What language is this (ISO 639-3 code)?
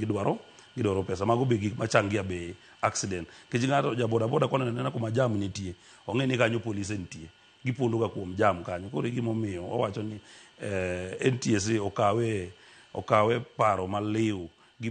luo